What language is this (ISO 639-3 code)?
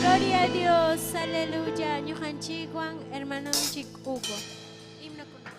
quy